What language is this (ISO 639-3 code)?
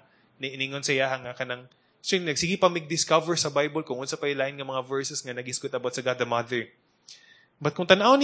ceb